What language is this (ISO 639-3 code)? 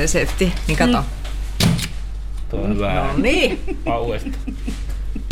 fin